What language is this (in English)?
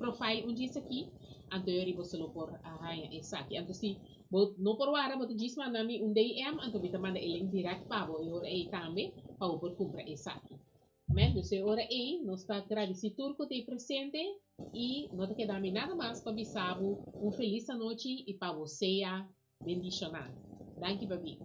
Papiamento